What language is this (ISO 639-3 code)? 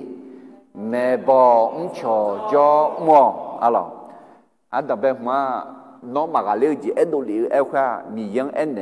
ahk